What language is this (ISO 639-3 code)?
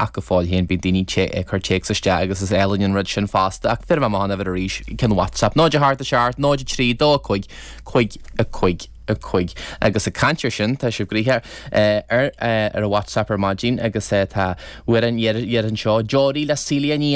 gle